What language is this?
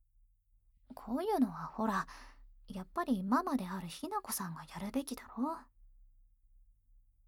Japanese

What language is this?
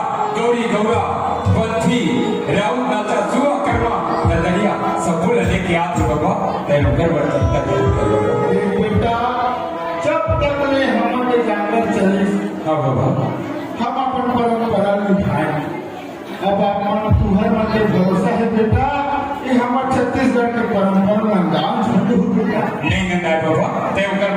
Chhattisgarhi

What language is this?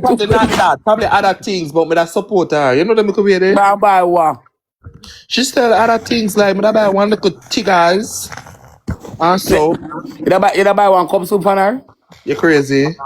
Jamaican Creole English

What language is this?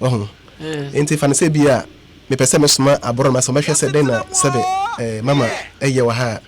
Akan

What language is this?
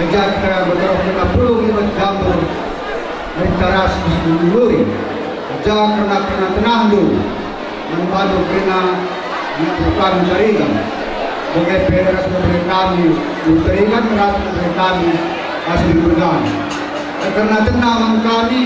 Batak Karo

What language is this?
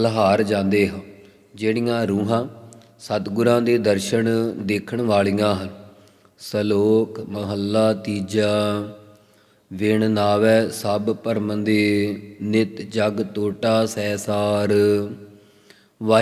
Punjabi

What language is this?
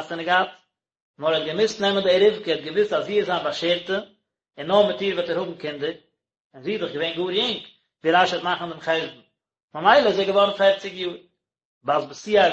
Yiddish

